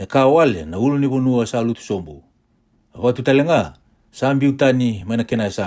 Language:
Fijian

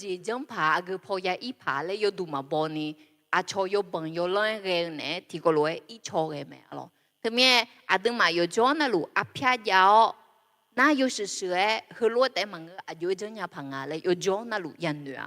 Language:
Akha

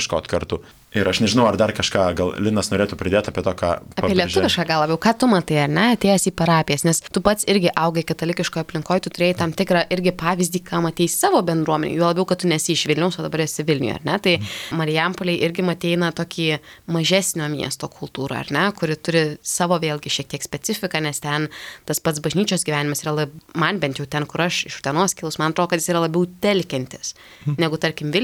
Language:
Lithuanian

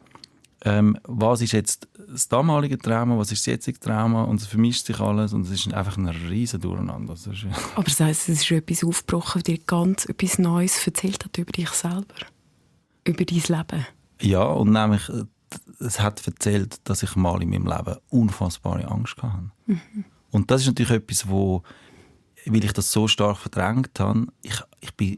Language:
Swiss German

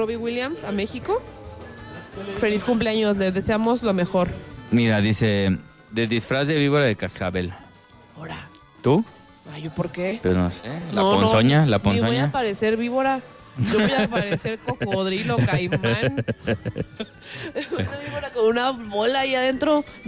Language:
Spanish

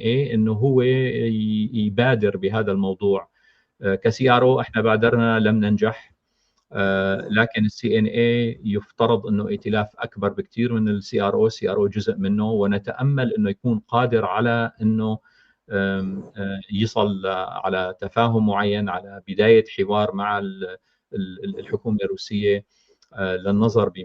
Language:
North Levantine Arabic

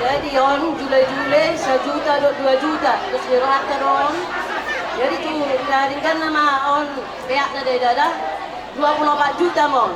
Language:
Batak Toba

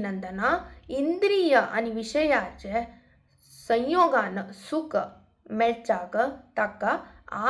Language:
Konkani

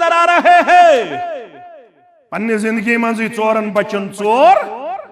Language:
Kashmiri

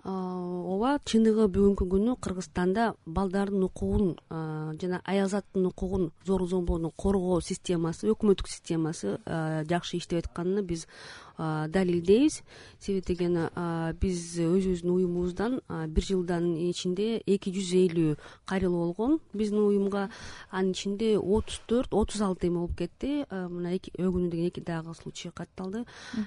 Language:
Kyrgyz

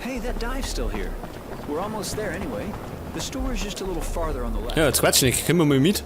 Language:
Bavarian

